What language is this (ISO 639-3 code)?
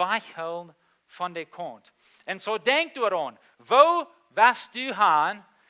pdt